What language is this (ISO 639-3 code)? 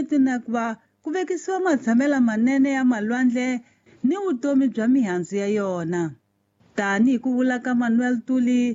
tso